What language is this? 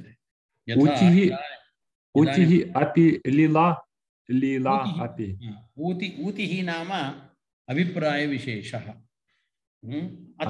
Sanskrit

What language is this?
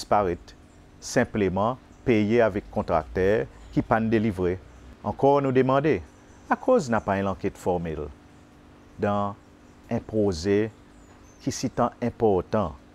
Seselwa Creole French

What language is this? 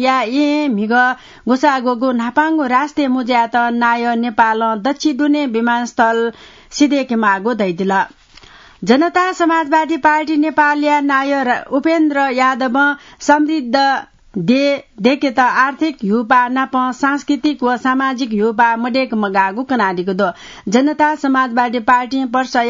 Newari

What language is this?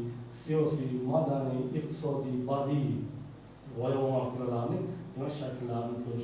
Uzbek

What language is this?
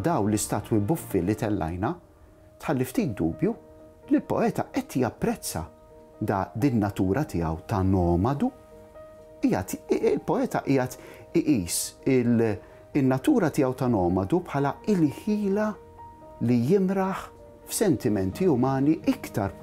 Maltese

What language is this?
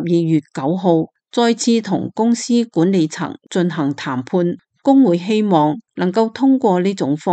Cantonese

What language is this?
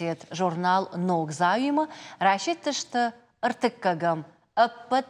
Ossetic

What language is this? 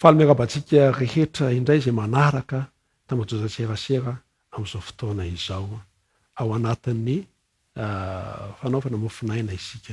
Malagasy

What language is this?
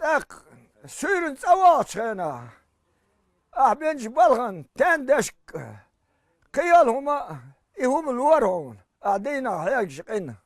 Chechen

